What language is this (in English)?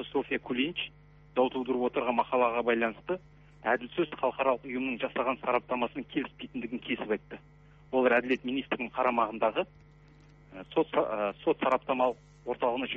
Kazakh